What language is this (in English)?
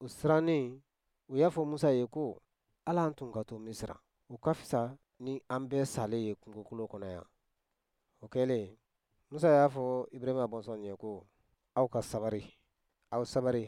Bambara